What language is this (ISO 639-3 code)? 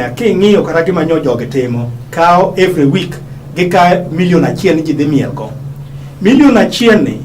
luo